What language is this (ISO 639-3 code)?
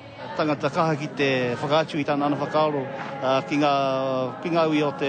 mri